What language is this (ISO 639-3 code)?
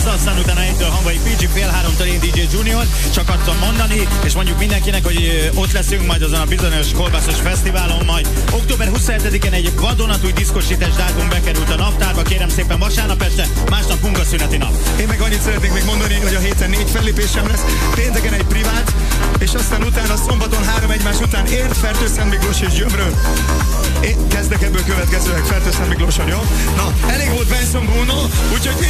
hun